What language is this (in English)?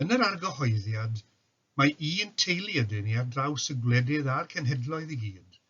Welsh